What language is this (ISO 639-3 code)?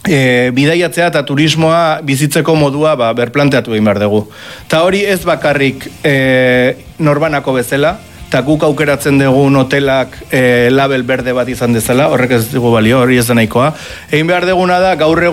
eus